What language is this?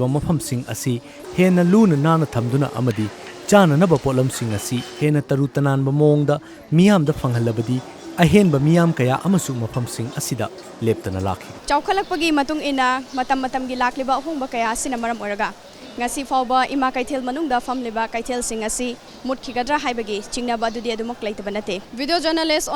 Manipuri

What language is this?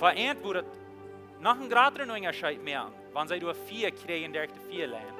Plautdietsch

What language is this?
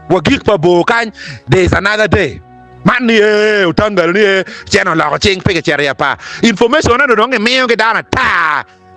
Acoli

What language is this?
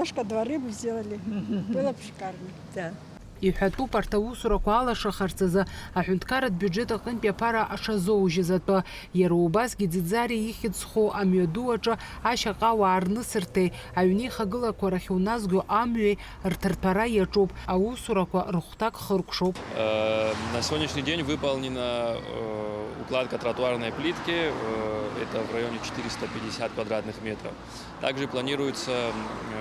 Abkhazian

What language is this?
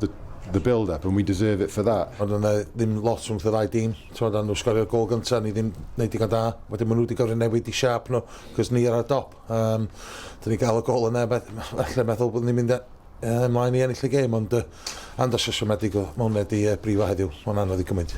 Welsh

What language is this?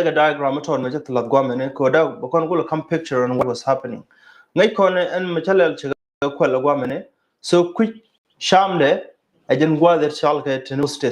Nuer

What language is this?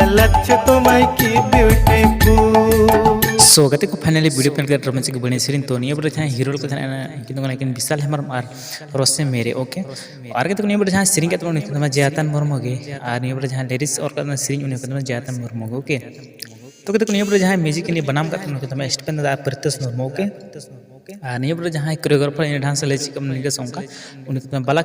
Santali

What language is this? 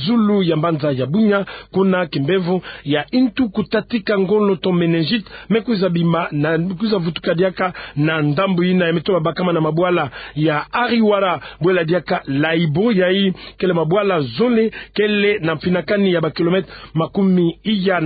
Kituba (Democratic Republic of Congo)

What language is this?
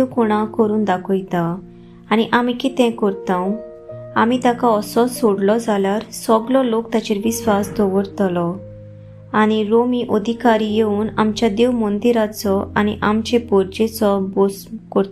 Konkani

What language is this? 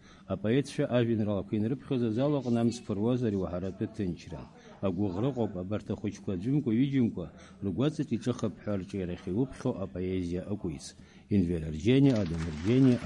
Abkhazian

